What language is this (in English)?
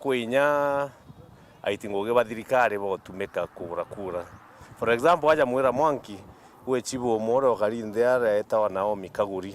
Meru